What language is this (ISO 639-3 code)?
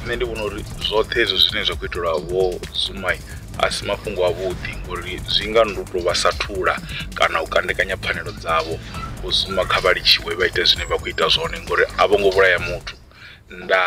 ven